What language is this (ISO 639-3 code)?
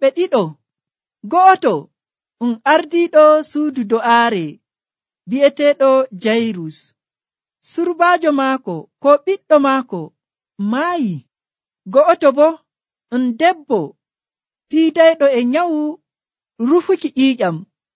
fuv